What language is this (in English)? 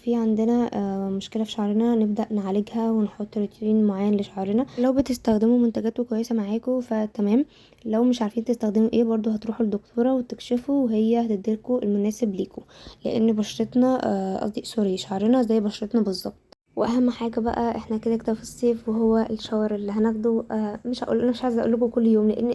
Egyptian Arabic